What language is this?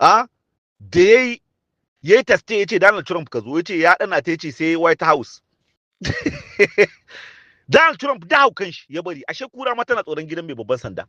Hausa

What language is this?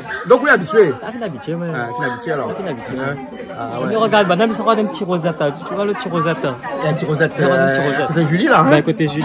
Réunion Creole French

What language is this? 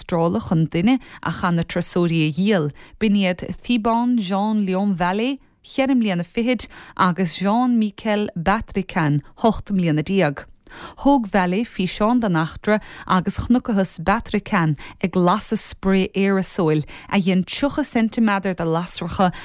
Irish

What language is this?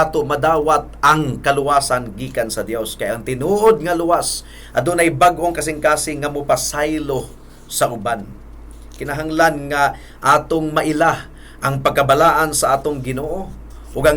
Cebuano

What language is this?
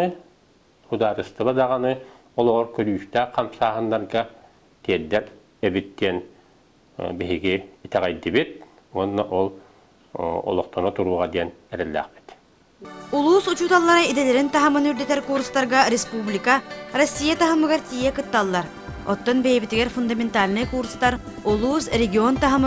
Yakut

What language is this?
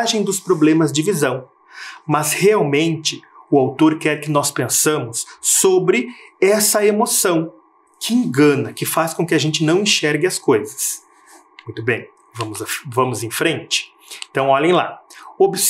Portuguese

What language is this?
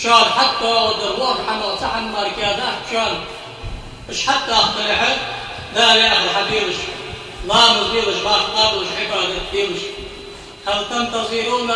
Ingush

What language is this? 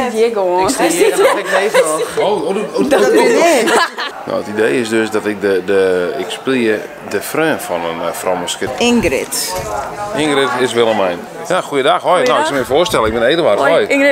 Western Frisian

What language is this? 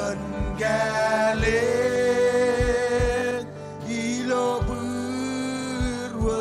Marshallese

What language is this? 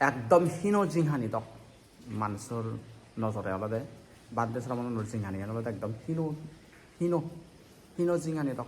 Chakma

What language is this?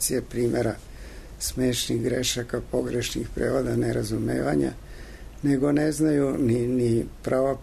Serbian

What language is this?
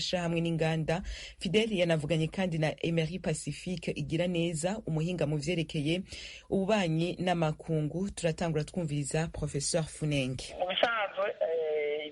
Rundi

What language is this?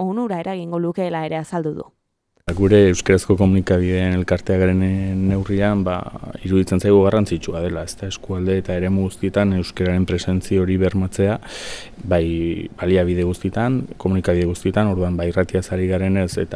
Basque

